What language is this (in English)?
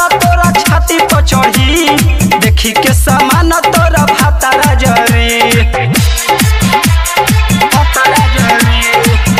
Bhojpuri